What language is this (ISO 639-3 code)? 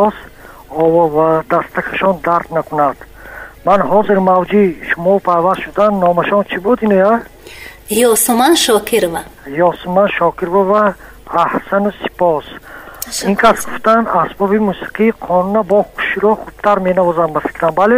tgk